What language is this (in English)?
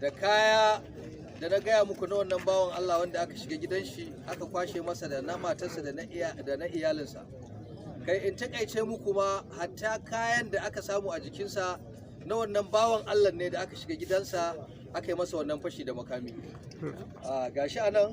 Hausa